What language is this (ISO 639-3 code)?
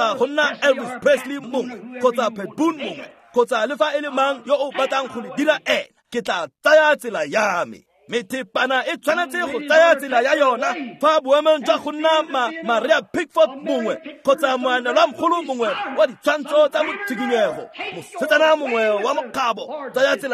tsn